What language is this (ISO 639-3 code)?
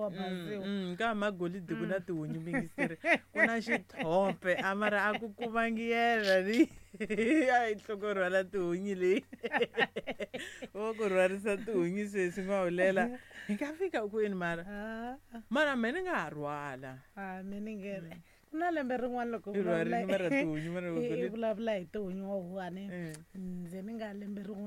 tso